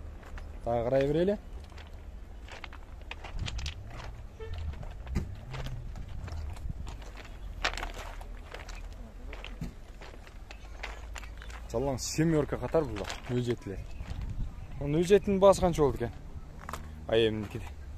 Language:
Kyrgyz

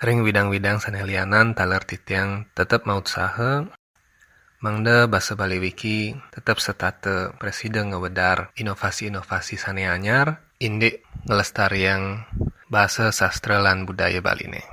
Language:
Balinese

